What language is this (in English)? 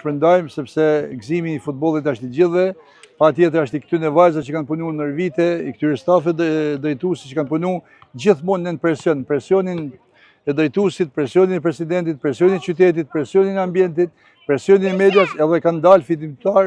Albanian